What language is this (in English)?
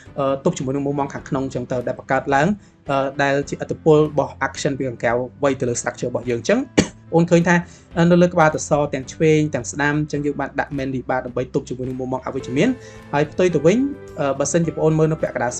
Khmer